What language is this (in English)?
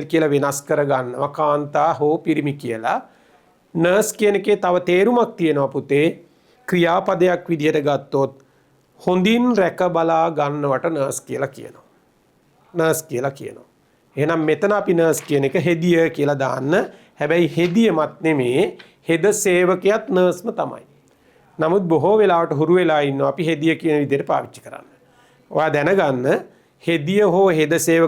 Sinhala